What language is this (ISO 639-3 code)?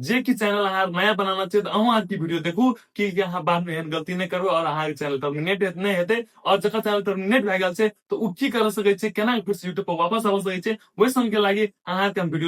mai